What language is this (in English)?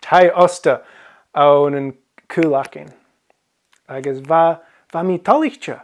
Scottish Gaelic